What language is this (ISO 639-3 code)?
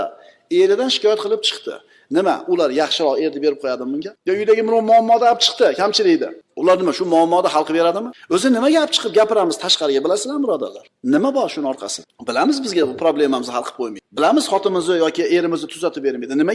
uzb